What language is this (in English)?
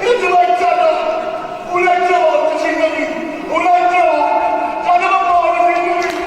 Neapolitan